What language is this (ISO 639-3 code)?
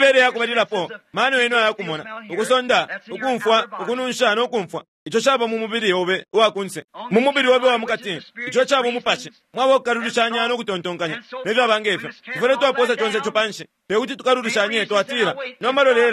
bem